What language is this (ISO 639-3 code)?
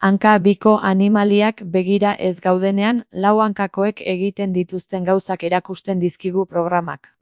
eus